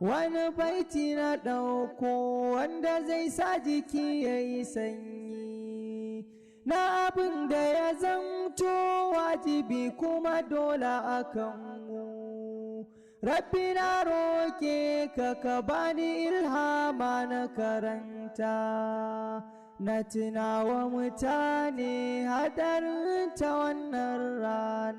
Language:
Hausa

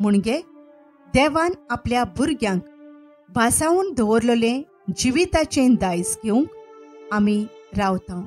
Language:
Konkani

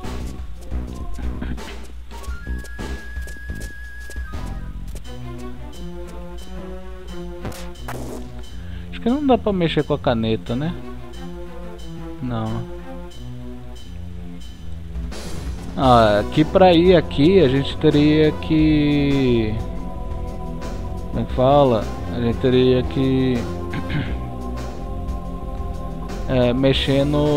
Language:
Portuguese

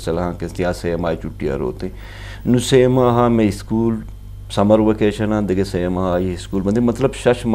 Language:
Eastern Balochi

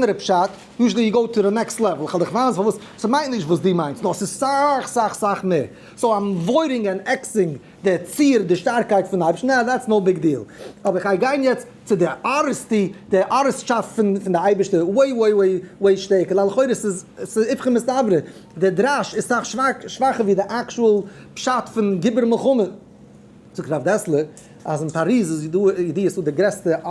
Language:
Yiddish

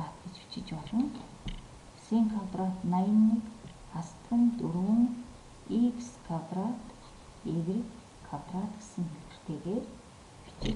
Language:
Mongolian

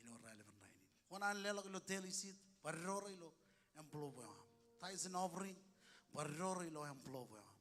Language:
Marshallese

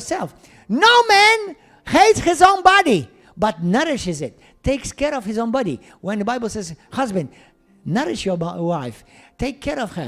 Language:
English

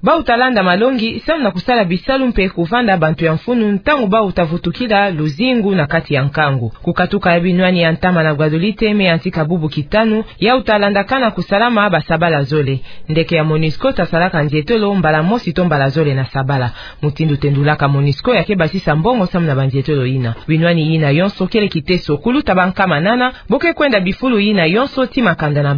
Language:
Kituba (Democratic Republic of Congo)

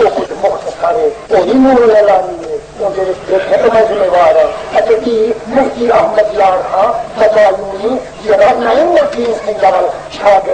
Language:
Saraiki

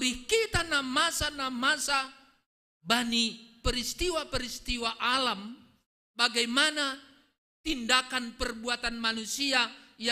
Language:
Batak Simalungun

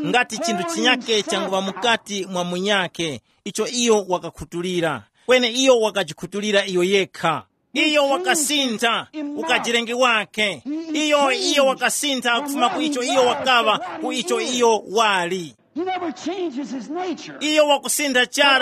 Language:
Tumbuka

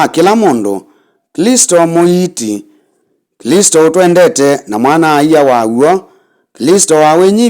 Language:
Kamba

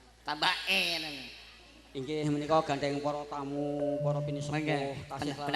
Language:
Javanese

